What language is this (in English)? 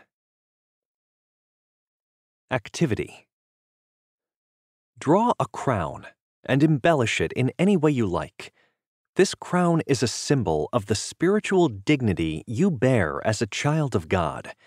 English